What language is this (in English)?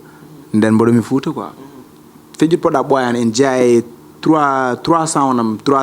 Fula